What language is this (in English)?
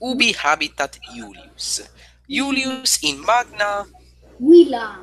Latin